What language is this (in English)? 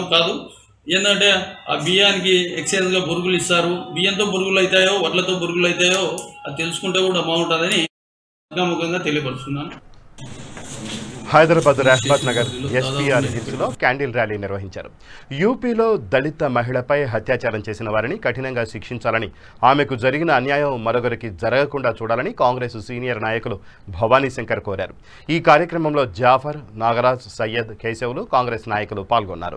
Telugu